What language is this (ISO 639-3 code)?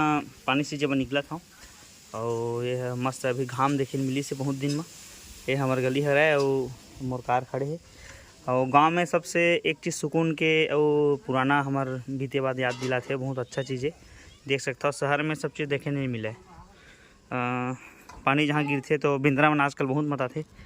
hne